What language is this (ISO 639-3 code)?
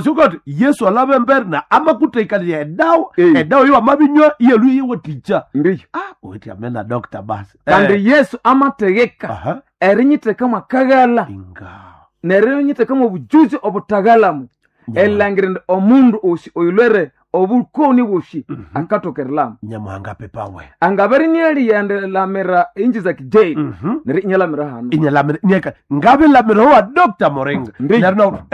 nnb